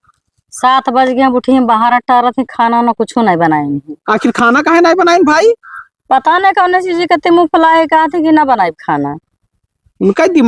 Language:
Awadhi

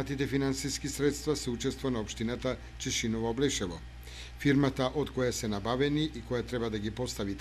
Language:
Macedonian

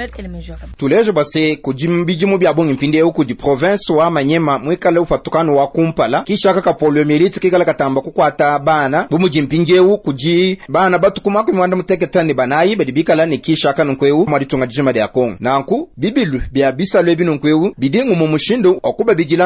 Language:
Luba-Lulua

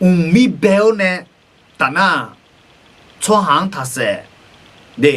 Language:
Akha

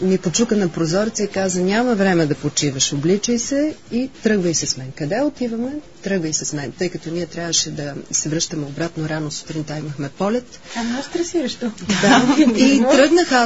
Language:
Bulgarian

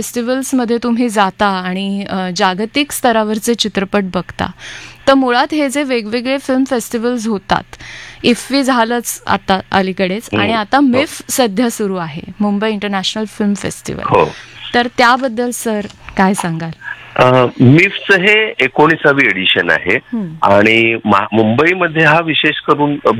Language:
Marathi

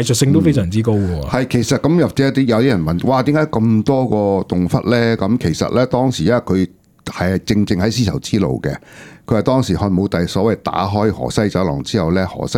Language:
Cantonese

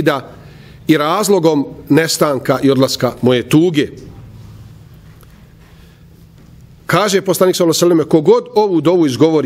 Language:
Bosnian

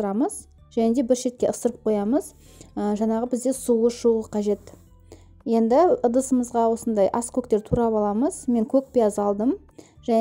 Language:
Kazakh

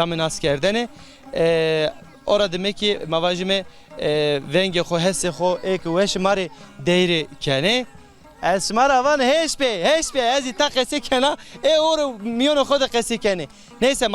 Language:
Zaza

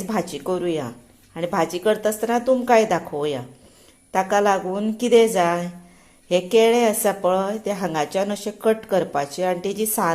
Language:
Konkani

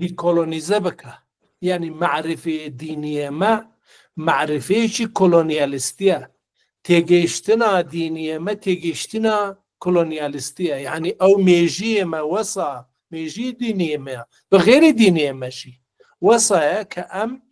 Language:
Kurdish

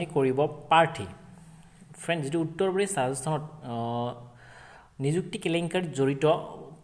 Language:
Assamese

